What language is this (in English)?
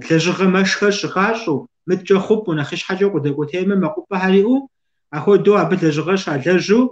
Kabardian